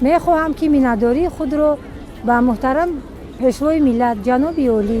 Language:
Tajik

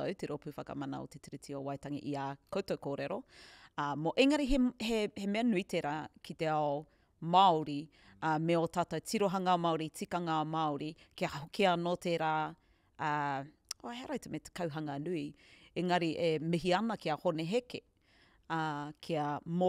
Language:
Māori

